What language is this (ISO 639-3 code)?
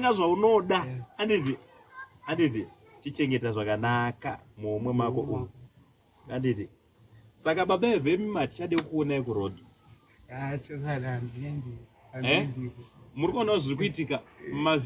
sna